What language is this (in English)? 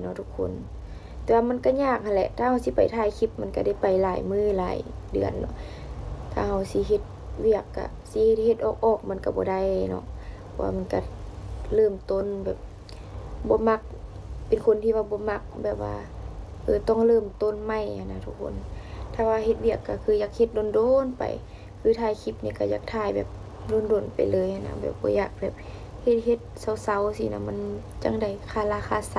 Northeastern Thai